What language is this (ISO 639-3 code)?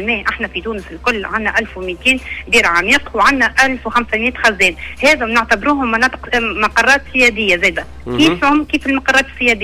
aeb